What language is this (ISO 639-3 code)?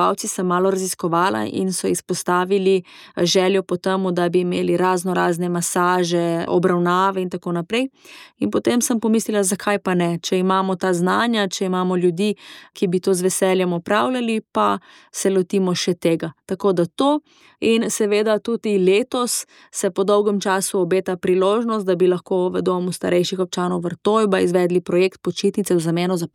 slv